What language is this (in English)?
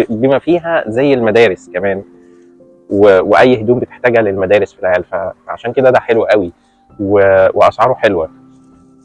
Egyptian Arabic